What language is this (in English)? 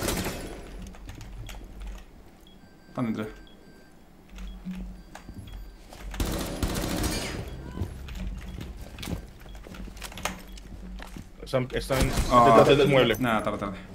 Spanish